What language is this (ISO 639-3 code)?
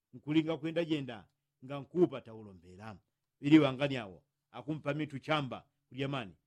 yao